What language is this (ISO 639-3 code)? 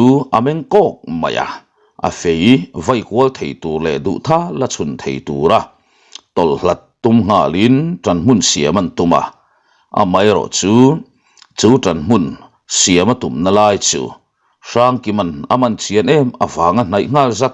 lus